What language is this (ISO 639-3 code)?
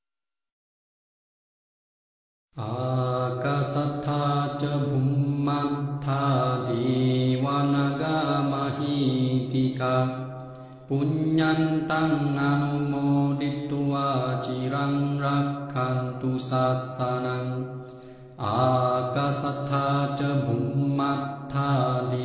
pli